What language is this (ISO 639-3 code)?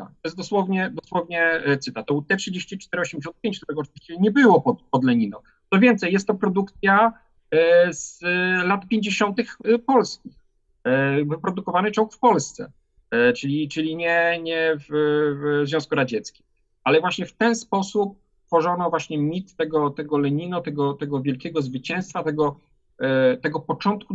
pol